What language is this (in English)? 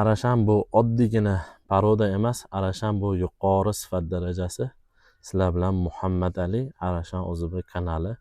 Uzbek